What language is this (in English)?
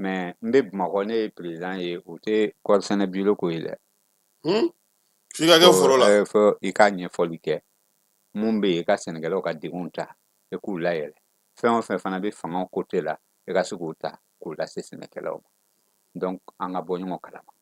Bambara